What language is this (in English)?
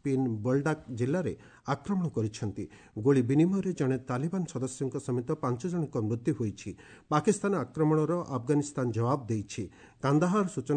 Odia